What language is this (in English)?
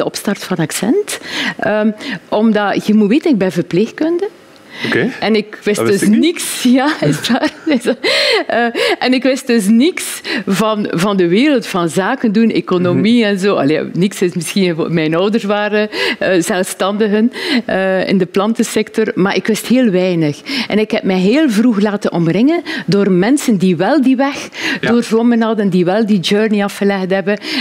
Dutch